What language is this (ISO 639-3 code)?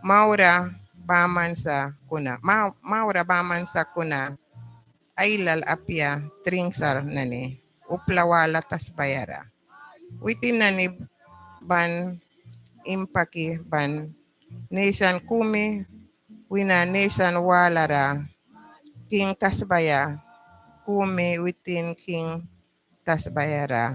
miq